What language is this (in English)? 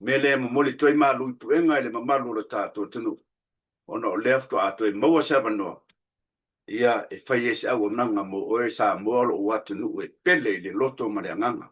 Samoan